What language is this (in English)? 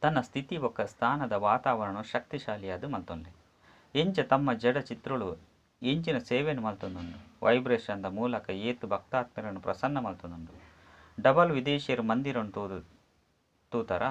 Tulu